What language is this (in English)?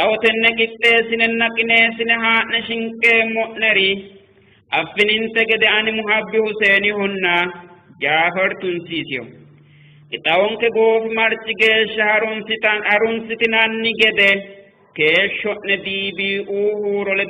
Sidamo